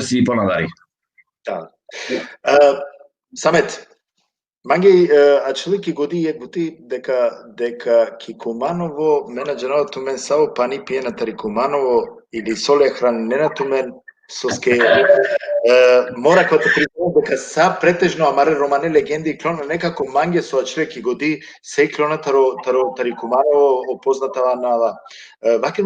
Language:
Balkan Romani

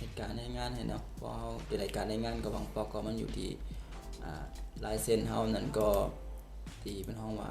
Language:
Shan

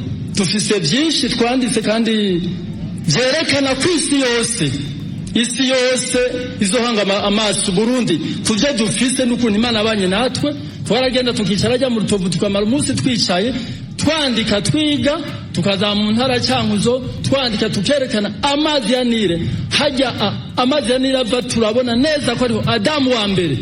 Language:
Rundi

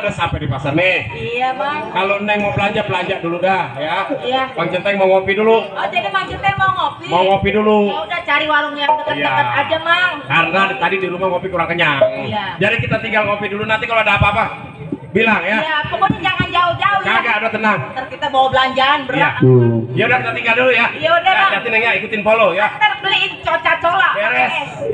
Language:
Betawi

